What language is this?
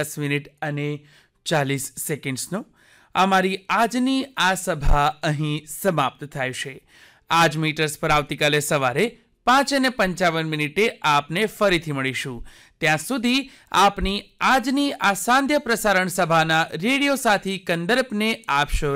Gujarati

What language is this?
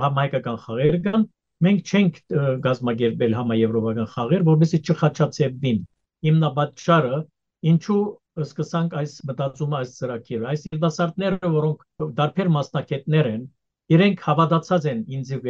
Western Armenian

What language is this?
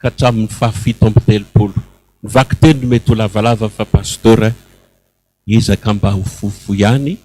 Malagasy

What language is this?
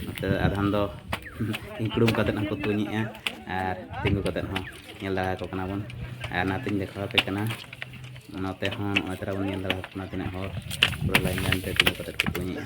Santali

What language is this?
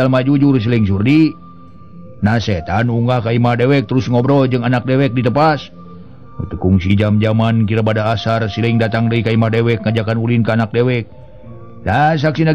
Sundanese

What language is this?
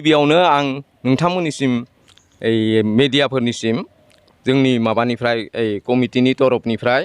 Bodo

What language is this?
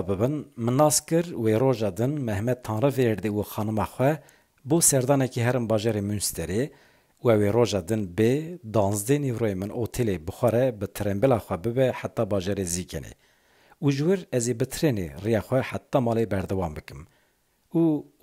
Kurdish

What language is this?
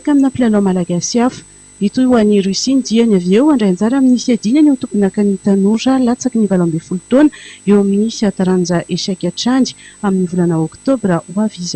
Malagasy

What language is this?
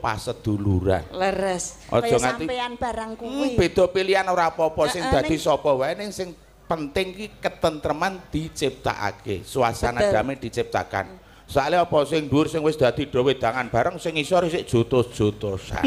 Javanese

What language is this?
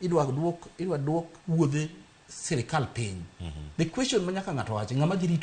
Luo (Kenya and Tanzania)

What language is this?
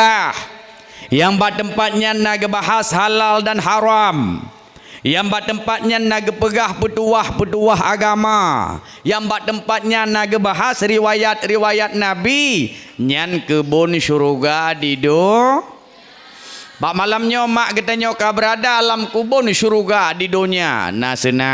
Achinese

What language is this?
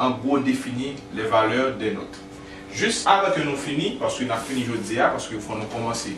Haitian Creole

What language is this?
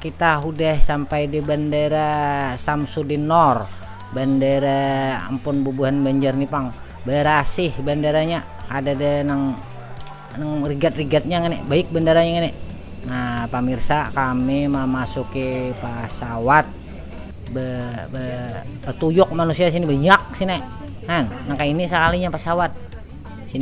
Banjar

